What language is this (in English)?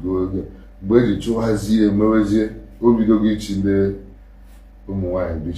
Igbo